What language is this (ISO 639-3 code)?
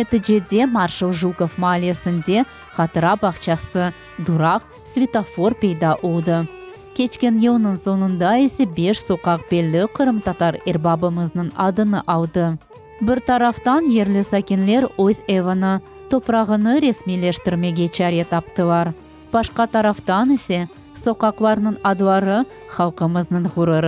crh